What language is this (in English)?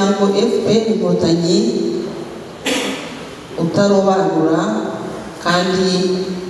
Kinyarwanda